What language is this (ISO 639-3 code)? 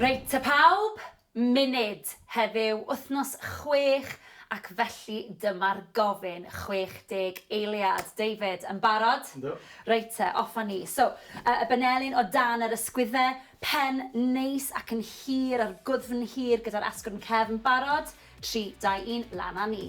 cym